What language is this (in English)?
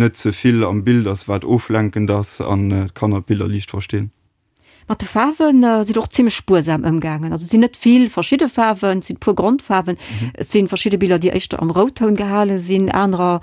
Luxembourgish